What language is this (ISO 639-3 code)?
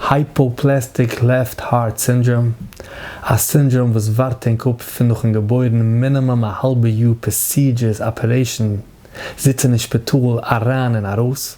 yid